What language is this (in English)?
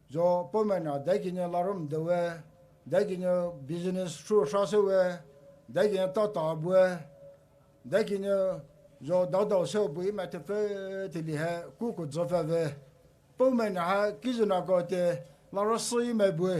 Poumei Naga